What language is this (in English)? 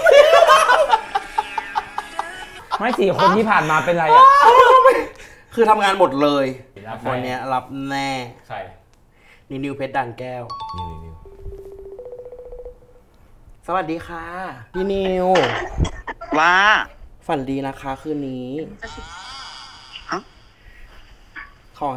Thai